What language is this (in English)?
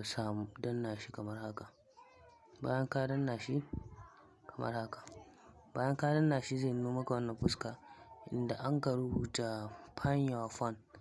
Hausa